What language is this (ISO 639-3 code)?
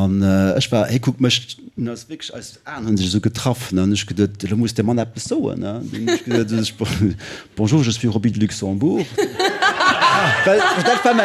ltz